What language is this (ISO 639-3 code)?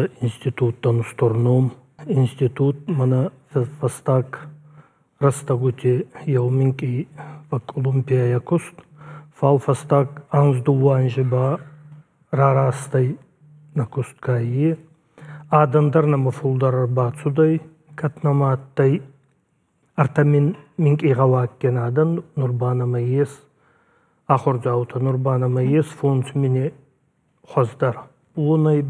oss